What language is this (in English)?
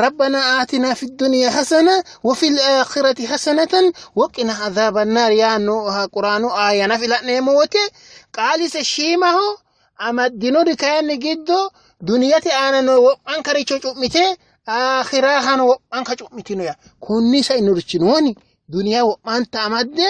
Sidamo